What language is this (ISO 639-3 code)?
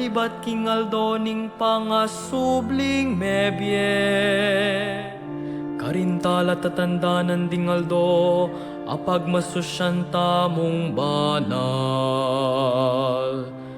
pam